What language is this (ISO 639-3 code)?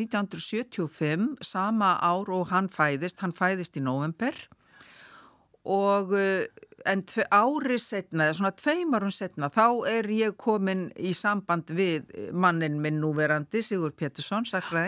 isl